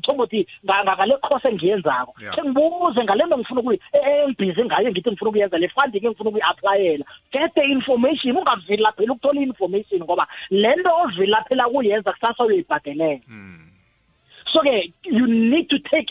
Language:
South Ndebele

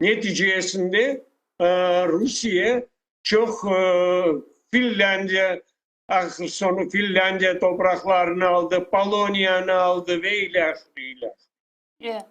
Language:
Crimean Tatar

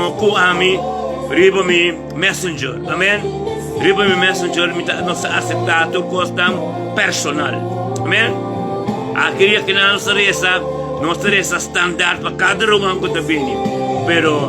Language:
Papiamento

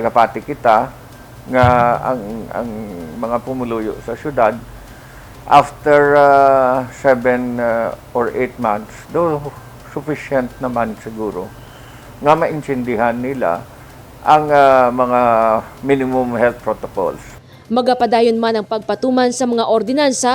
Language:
Hiligaynon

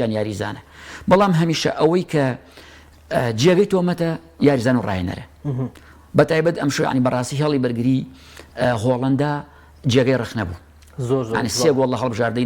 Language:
Central Kurdish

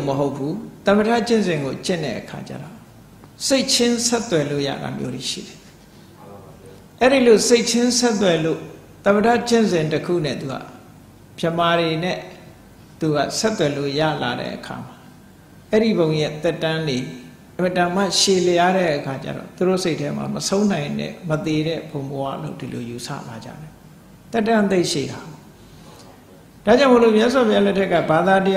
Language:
Burmese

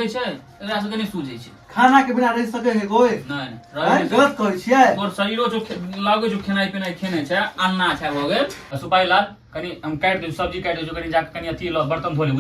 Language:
Maithili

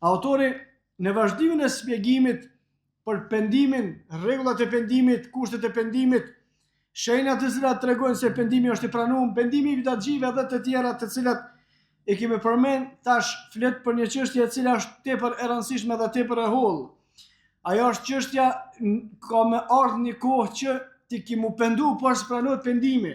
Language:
Albanian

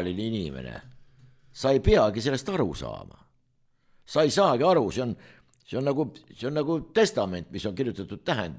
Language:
Estonian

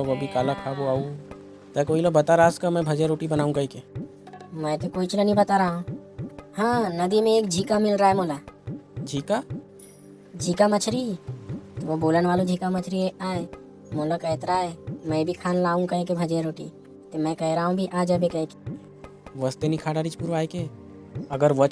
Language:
Chhattisgarhi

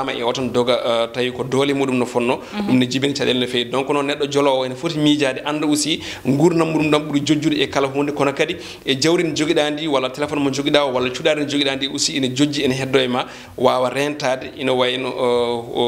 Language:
Fula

